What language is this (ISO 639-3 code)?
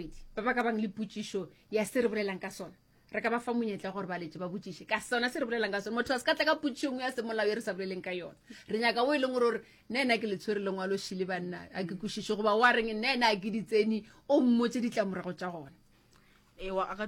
nso